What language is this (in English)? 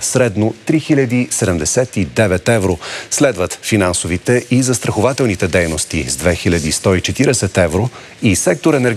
Bulgarian